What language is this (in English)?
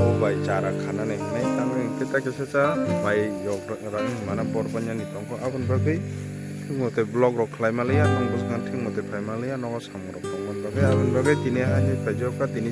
Kok Borok